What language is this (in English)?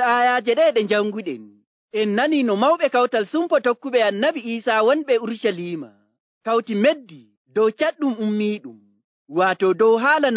Nigerian Fulfulde